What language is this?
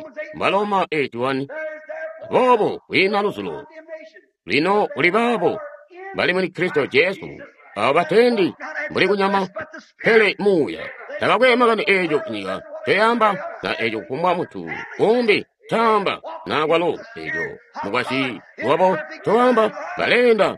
Tonga (Zambia)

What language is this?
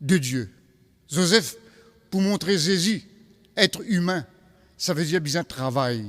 Morisyen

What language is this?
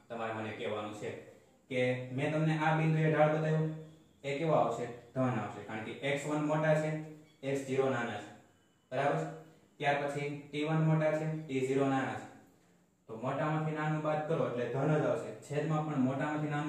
Gujarati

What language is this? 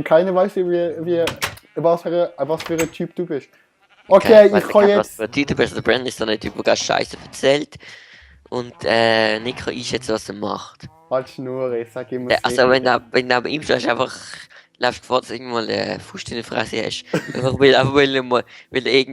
Swiss German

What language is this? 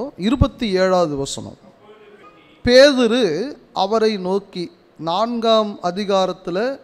Tamil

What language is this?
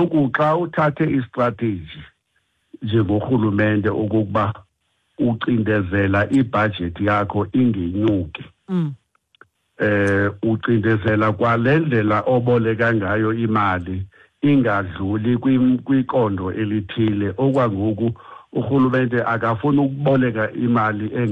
Xhosa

